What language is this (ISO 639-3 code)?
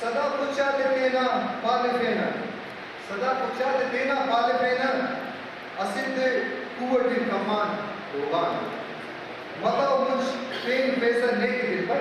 brh